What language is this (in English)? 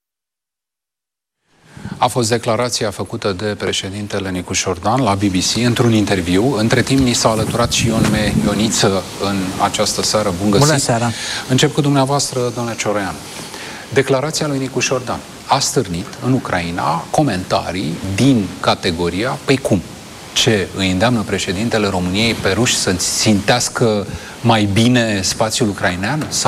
Romanian